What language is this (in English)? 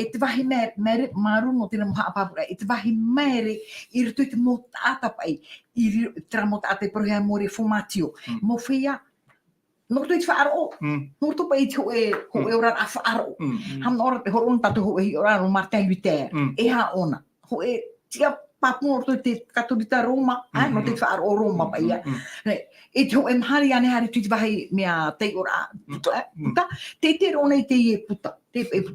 Tahitian